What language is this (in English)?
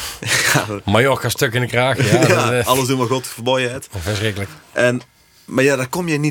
Dutch